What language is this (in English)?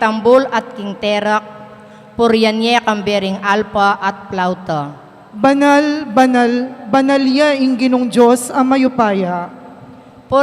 Pampanga